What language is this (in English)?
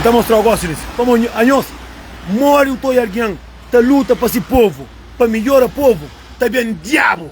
Kabuverdianu